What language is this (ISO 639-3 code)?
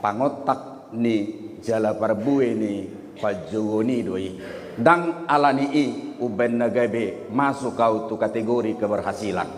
bbc